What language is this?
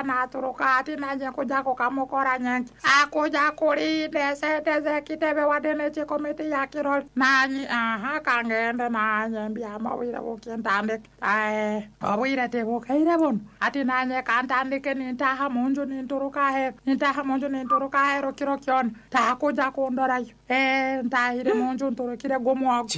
Nyoro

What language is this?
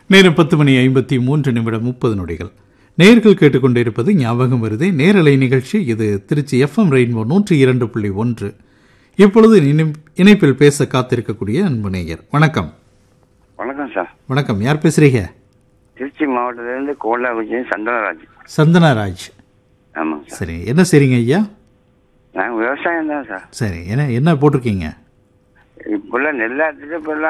Tamil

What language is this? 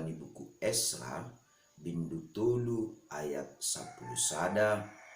Batak Simalungun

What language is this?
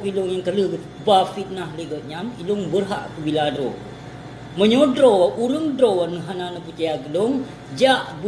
Achinese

